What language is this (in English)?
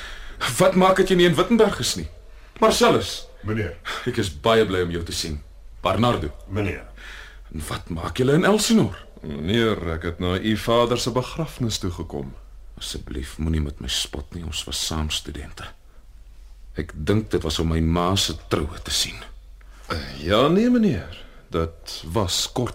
Afrikaans